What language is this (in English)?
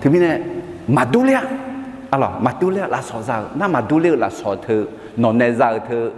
Akha